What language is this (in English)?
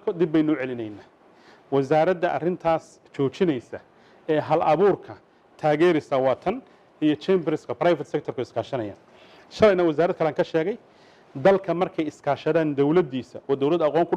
Somali